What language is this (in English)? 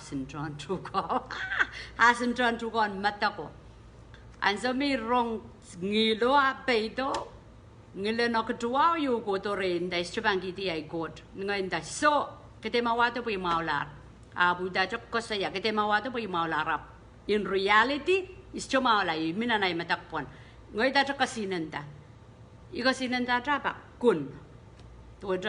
Pohnpeian